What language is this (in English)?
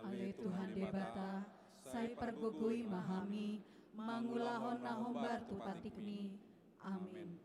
Batak Toba